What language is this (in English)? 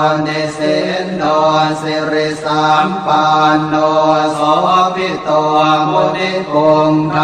Pali